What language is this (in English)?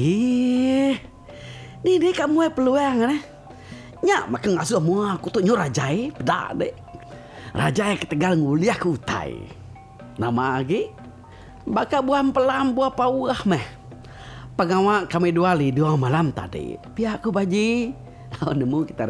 Iban